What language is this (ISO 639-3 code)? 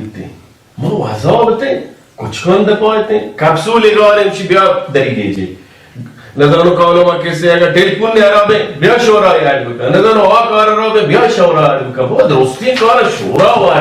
bal